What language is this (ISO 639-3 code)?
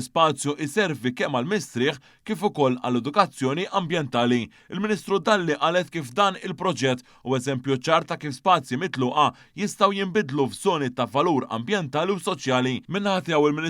mlt